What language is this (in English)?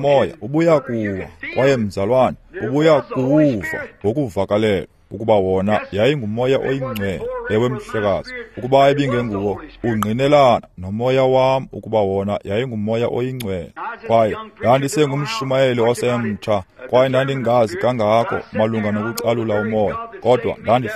Xhosa